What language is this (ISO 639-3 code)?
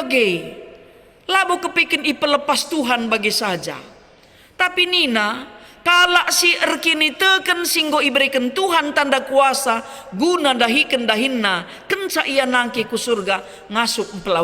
btx